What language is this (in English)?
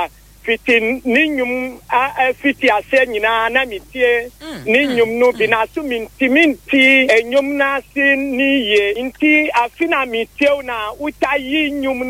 Akan